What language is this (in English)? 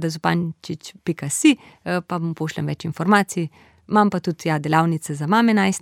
Slovenian